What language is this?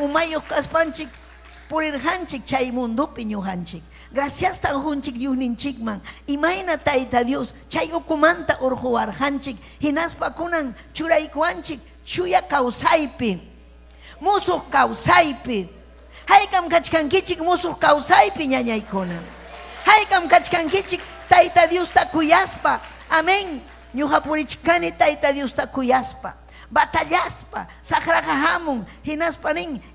Ayacucho Quechua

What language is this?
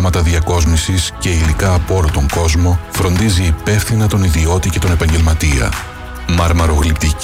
Greek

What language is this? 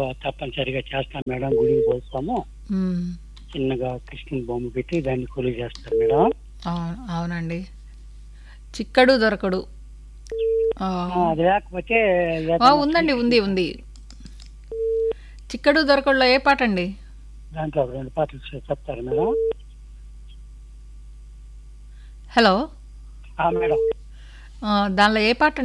Telugu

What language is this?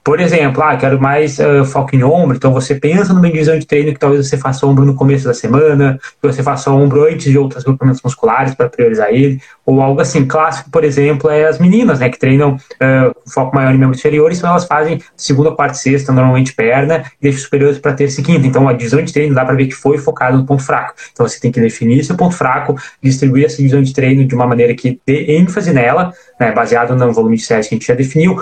Portuguese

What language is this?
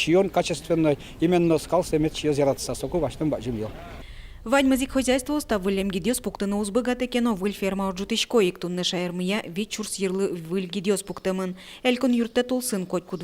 Udmurt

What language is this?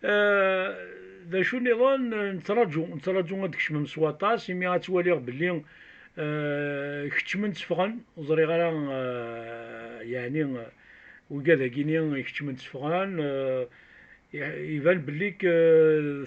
Kabyle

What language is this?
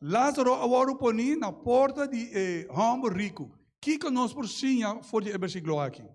Papiamento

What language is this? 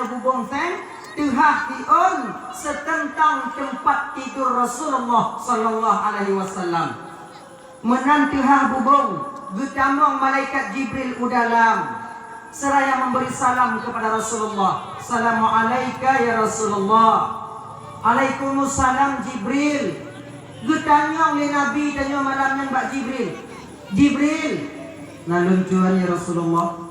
Achinese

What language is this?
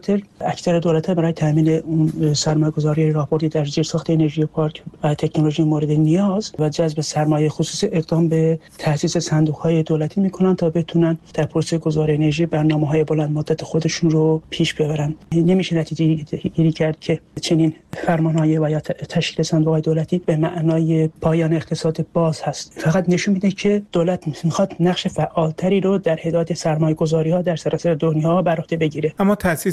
Persian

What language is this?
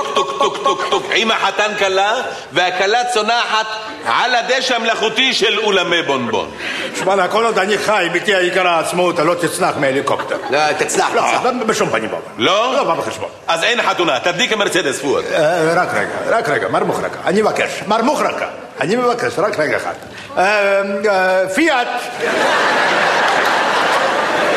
Hebrew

